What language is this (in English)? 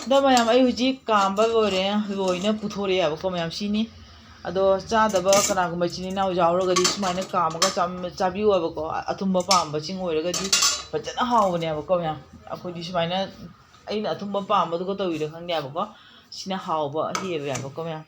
Manipuri